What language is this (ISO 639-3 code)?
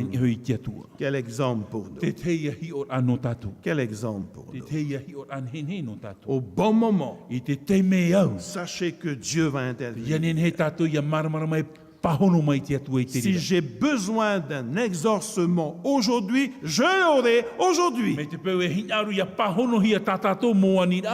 tah